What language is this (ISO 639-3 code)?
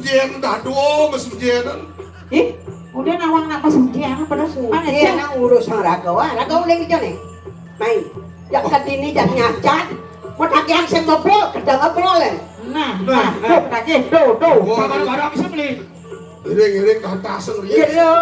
ban